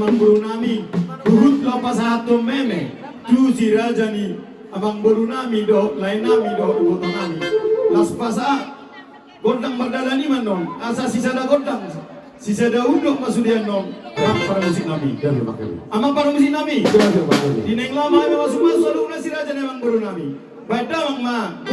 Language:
Batak Toba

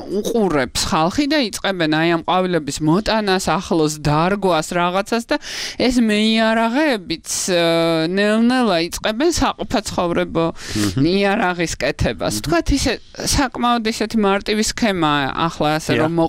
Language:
Georgian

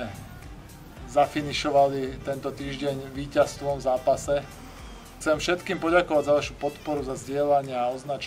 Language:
Slovak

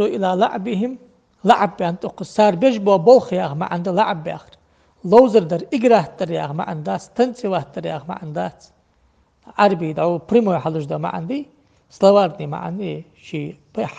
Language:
Ingush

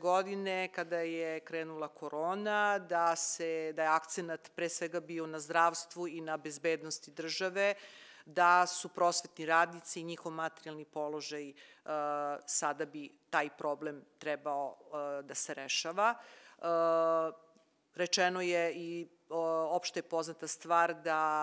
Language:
Serbian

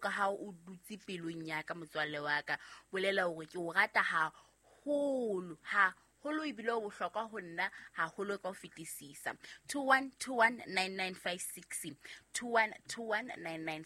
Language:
Southern Sotho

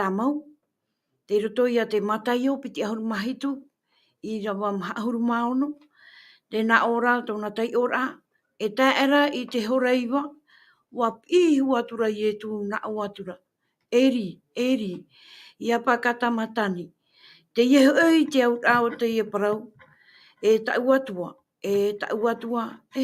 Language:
Tahitian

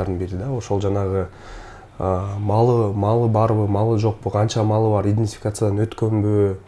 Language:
Kyrgyz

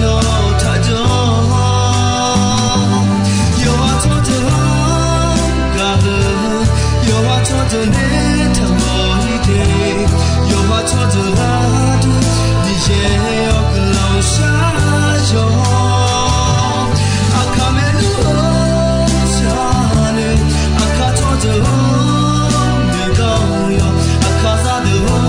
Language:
Akha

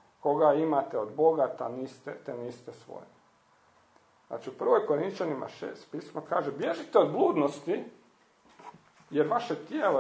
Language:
Croatian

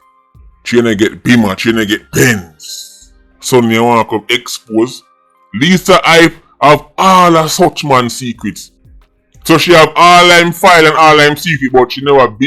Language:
Jamaican Creole English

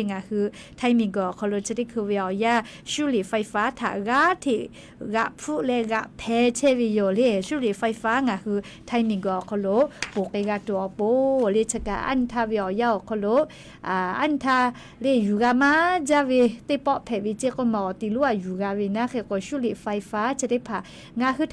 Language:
Lahu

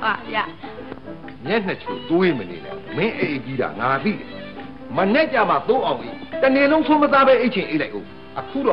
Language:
Burmese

